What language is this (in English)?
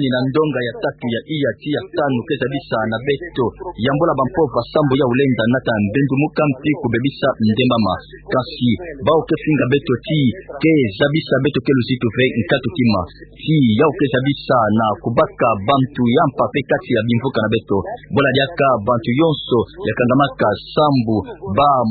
Kituba (Democratic Republic of Congo)